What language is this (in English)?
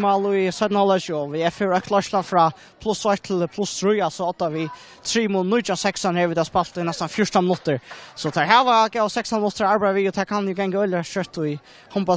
Faroese